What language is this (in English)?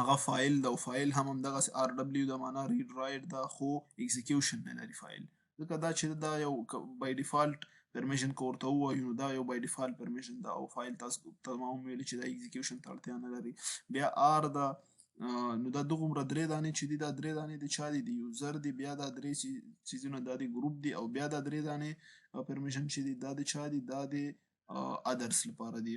Pashto